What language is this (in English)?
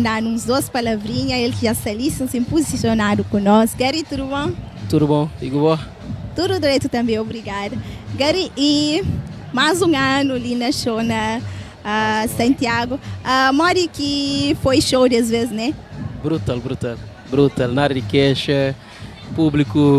Kabuverdianu